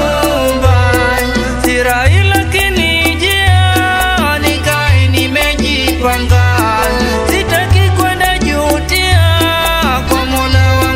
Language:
Swahili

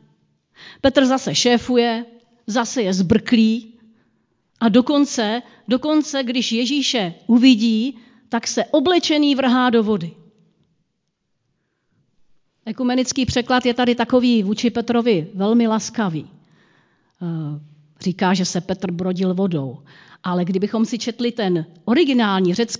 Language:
Czech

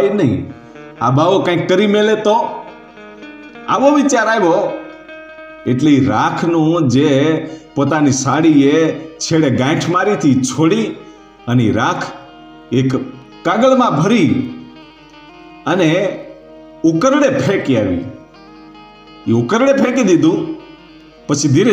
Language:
Gujarati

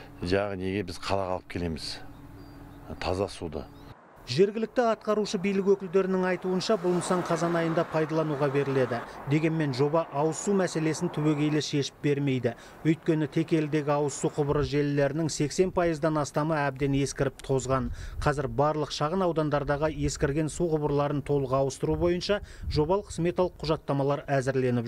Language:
Kazakh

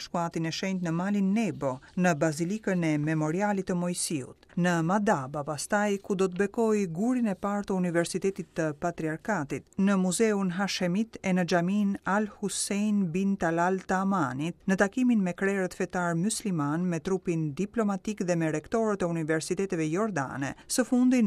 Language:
Albanian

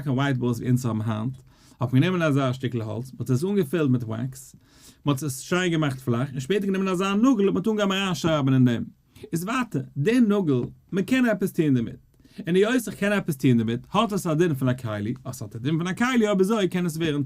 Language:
Yiddish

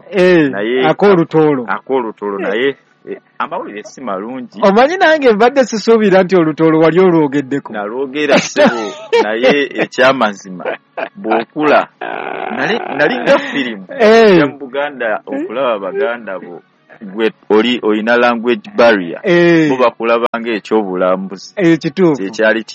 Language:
Ganda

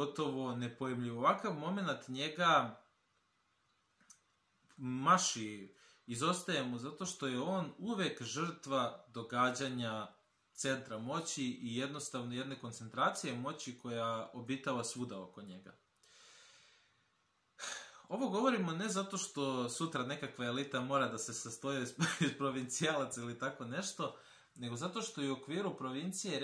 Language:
Serbian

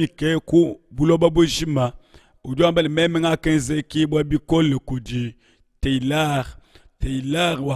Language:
Luba-Lulua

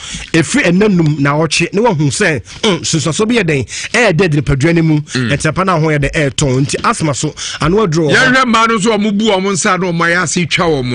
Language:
Akan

